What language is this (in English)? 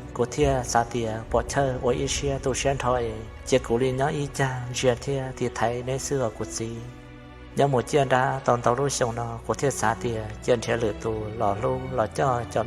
Hmong